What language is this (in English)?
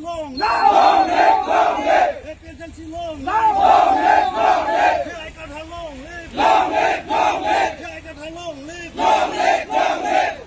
Karbi